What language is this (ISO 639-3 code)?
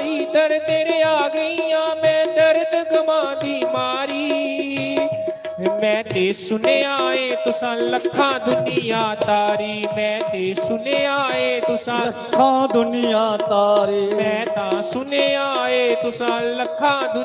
doi